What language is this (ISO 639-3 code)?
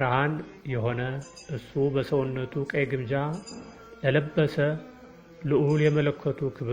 amh